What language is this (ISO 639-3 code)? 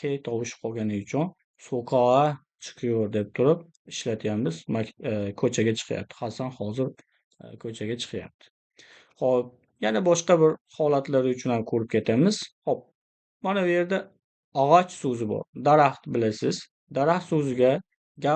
uzb